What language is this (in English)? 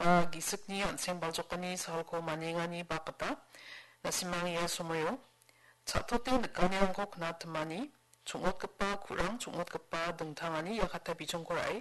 Garo